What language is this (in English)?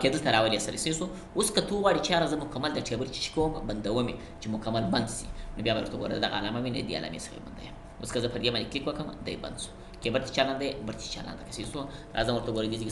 Pashto